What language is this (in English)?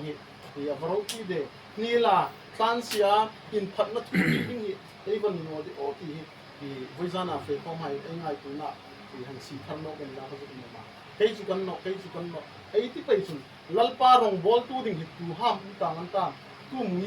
Hmar